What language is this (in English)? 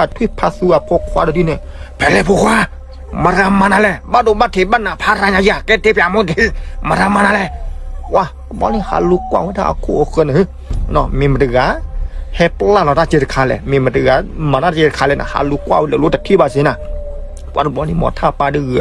S'gaw Karen